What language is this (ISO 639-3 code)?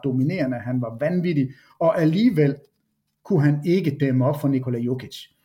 dan